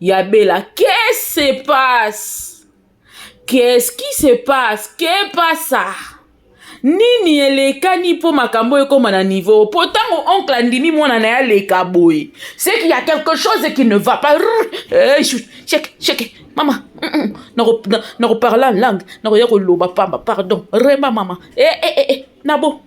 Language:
Lingala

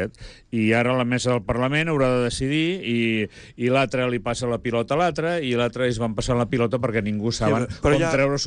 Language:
Catalan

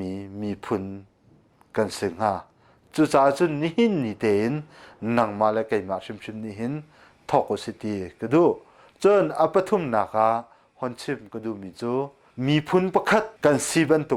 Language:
Hakha Chin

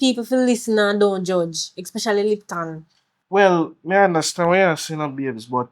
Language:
Jamaican Creole English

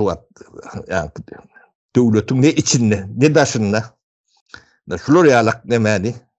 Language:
Turkmen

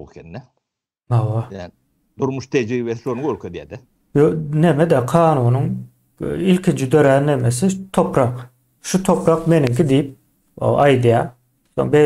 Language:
Turkmen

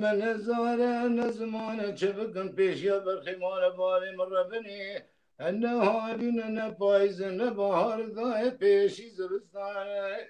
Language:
Kurdish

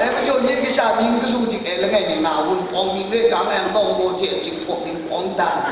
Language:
Kachin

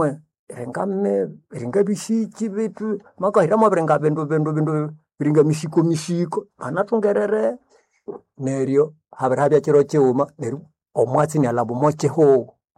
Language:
Nande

